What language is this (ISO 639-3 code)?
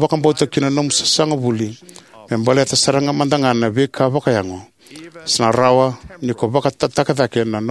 fij